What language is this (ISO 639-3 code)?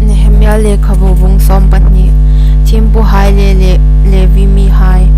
hmr